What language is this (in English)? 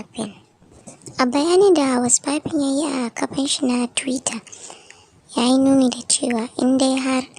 Hausa